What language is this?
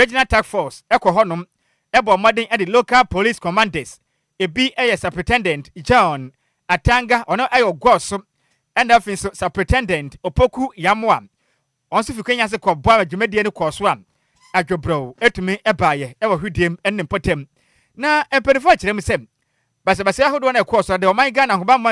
Akan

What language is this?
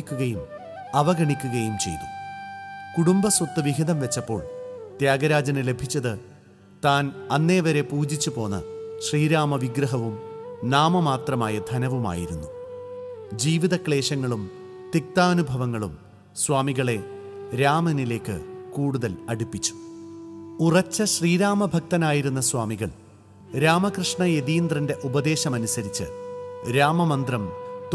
Malayalam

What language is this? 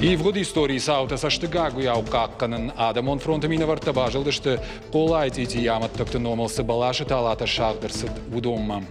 Ossetic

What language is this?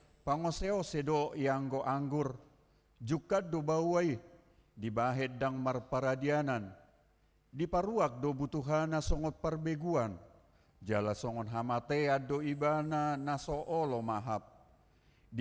Batak Toba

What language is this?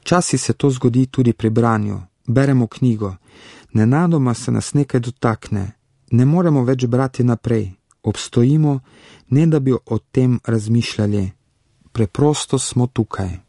Slovenian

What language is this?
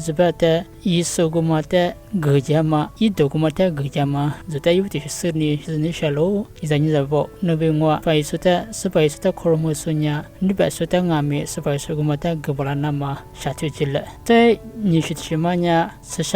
Lisu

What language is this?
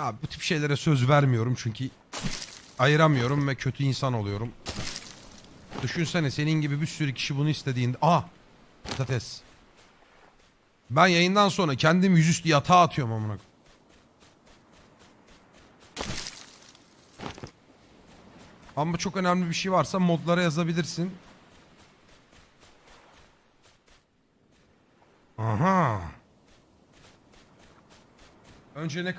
Turkish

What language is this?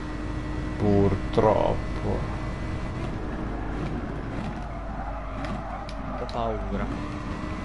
Italian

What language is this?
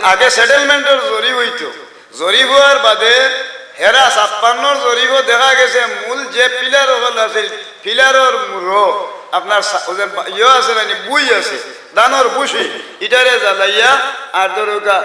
Sylheti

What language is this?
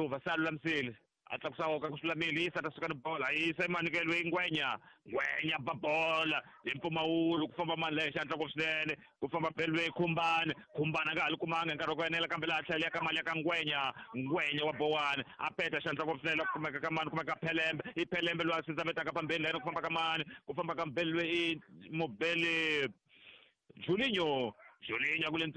Tsonga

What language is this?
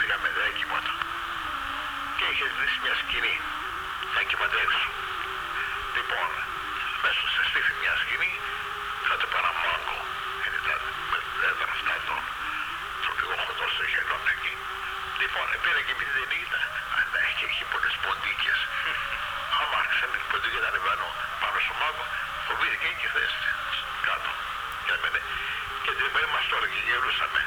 Greek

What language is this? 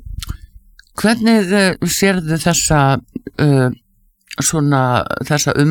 Icelandic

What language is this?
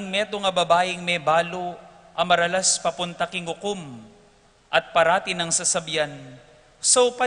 Pampanga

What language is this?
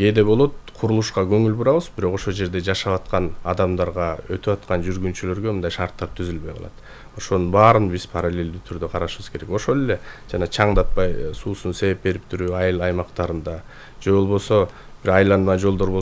Kyrgyz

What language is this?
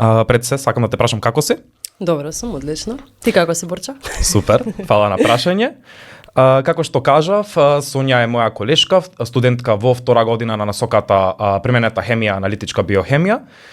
Macedonian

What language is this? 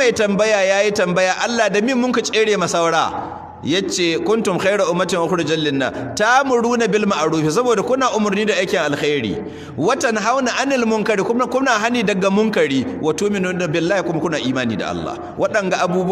Hausa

